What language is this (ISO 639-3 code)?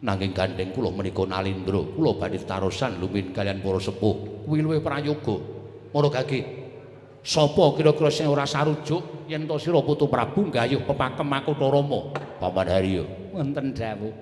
jav